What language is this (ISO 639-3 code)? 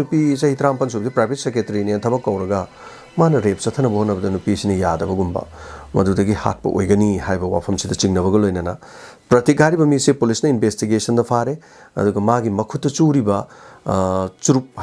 mni